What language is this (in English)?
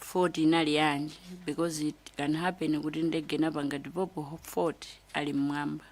Nyanja